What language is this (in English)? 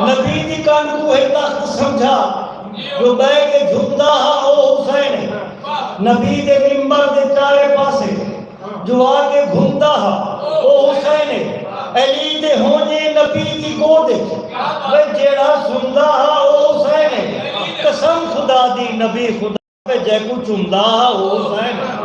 Saraiki